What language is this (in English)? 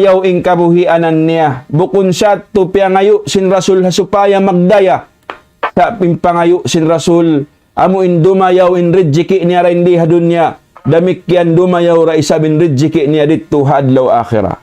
Tausug